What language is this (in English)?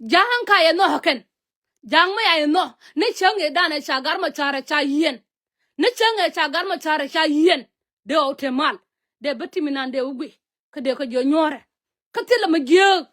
Nuer